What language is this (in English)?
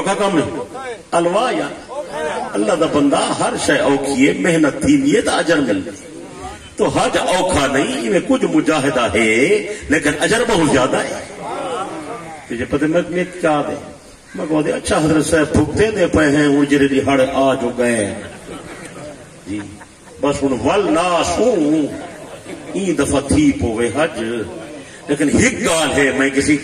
Saraiki